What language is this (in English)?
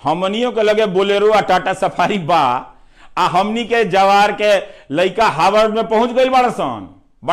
Bhojpuri